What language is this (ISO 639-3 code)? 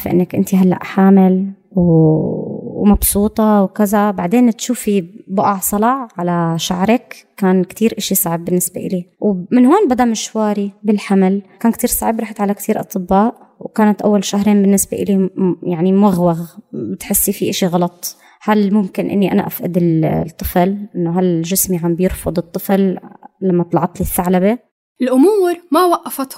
apc